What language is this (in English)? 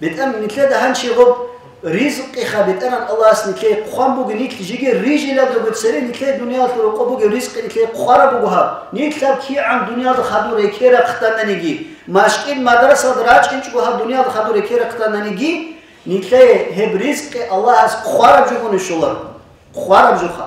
Avaric